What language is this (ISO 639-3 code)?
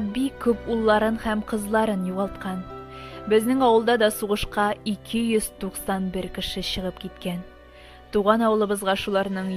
tat